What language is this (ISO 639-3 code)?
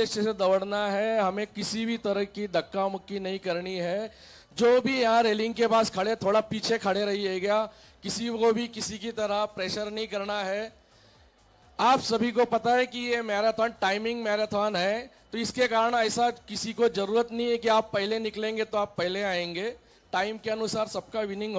hin